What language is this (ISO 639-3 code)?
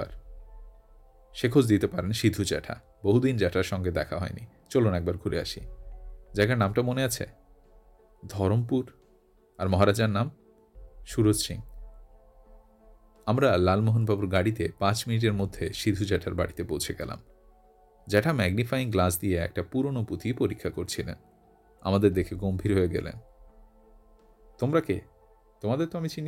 ben